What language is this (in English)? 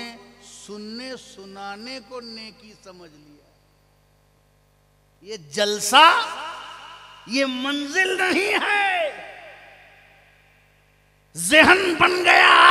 Hindi